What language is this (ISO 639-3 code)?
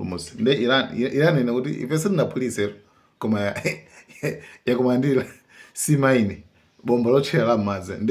nya